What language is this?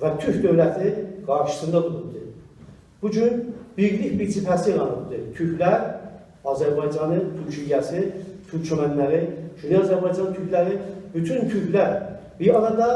South Azerbaijani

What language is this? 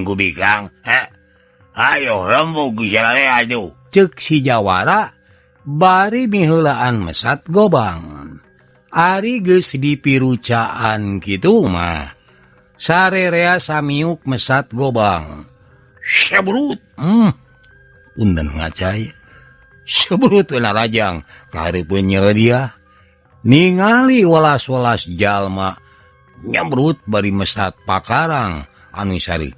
Sundanese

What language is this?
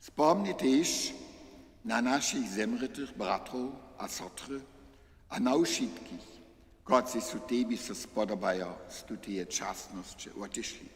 Upper Sorbian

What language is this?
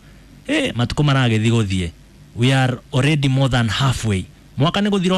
Kikuyu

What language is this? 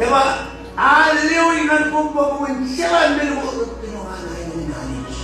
Marshallese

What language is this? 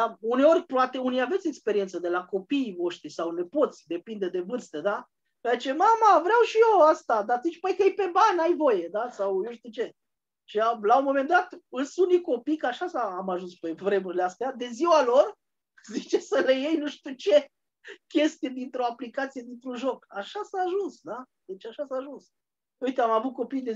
Romanian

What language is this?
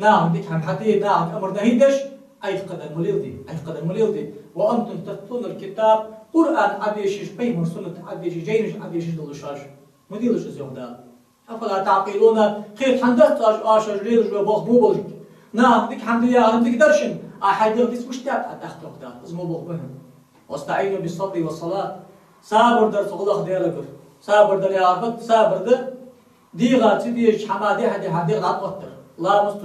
Ingush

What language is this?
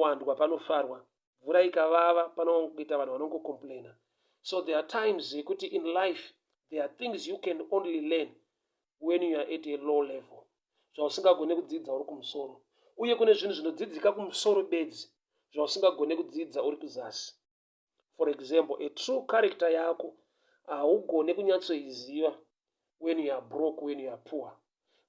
Shona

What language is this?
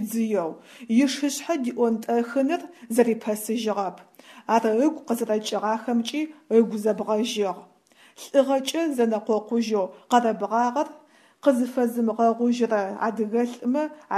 Adyghe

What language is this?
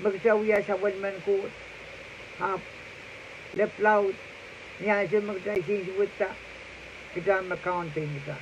Pohnpeian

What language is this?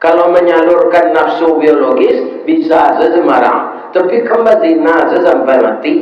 Minangkabau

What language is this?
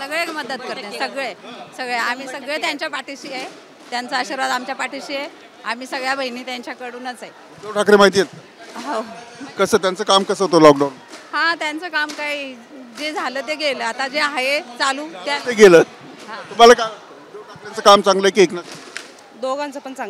Marathi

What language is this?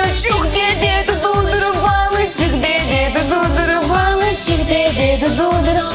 Crimean Tatar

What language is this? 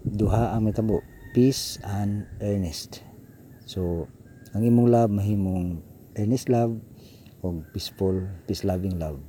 Cebuano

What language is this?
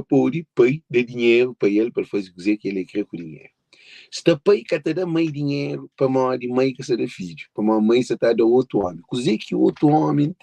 Kabuverdianu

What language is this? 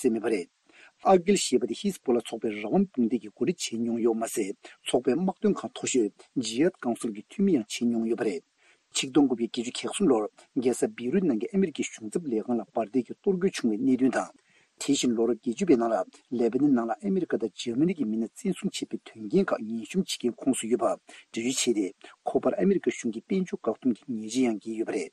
Tibetan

